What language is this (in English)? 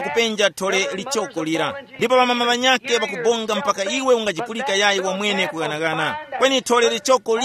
Tumbuka